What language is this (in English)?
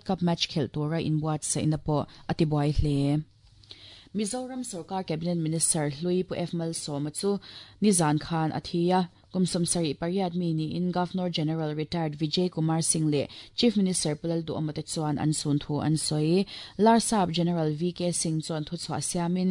Mizo